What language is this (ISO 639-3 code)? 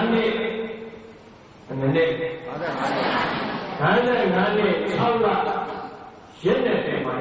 mya